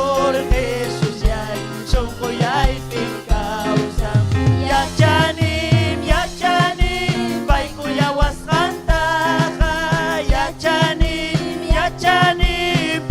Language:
Ayacucho Quechua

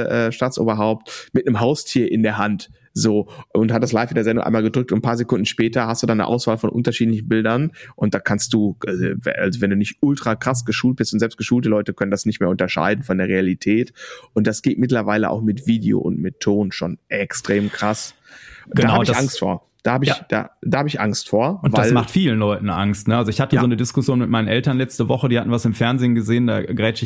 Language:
German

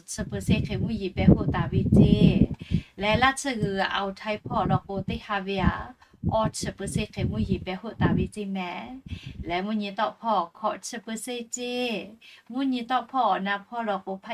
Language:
Lahu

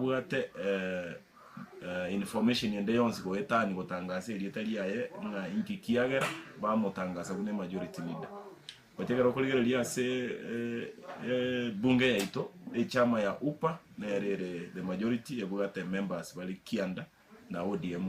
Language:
Gusii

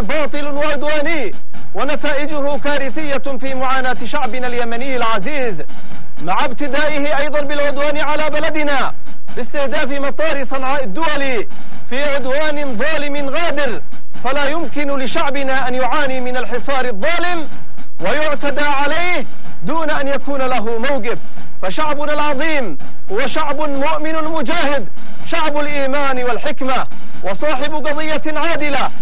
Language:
Arabic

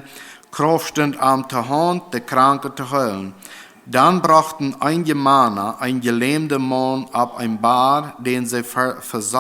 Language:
Plautdietsch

